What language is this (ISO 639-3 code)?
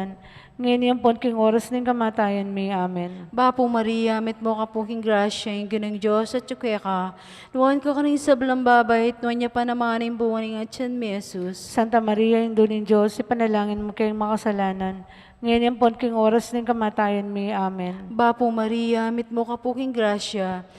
pam